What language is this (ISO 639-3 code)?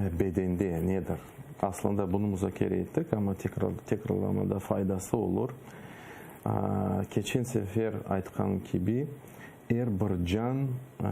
crh